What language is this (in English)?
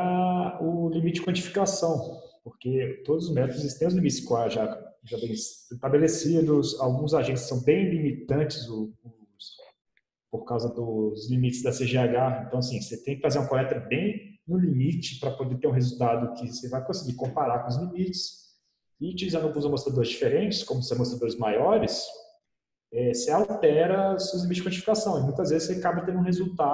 Portuguese